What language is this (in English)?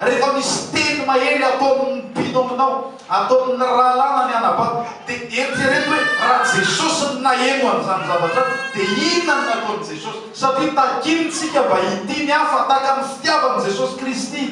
Malagasy